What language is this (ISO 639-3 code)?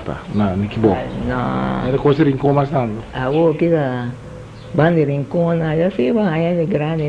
pap